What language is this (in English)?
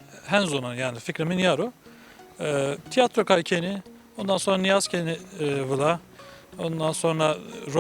Zaza